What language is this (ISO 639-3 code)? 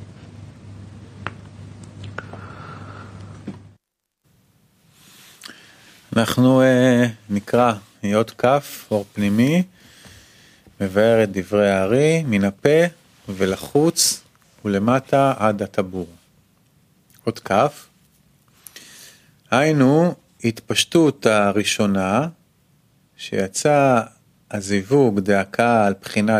heb